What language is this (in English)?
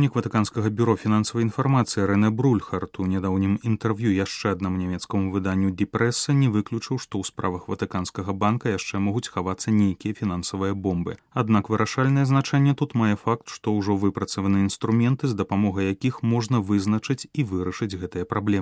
Belarusian